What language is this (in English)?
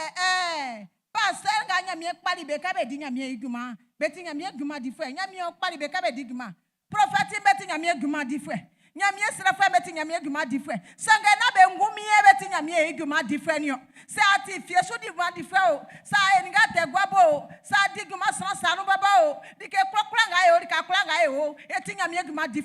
Baoulé